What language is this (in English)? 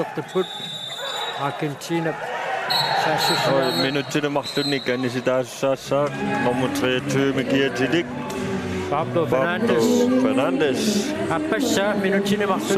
Kalaallisut